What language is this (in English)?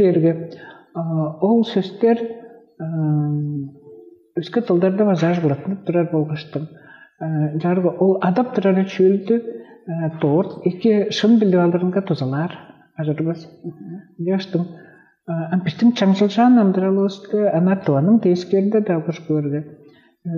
Tuvinian